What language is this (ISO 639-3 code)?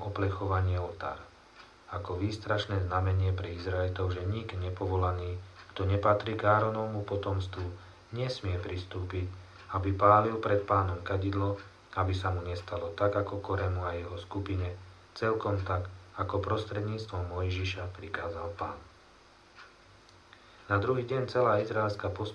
slk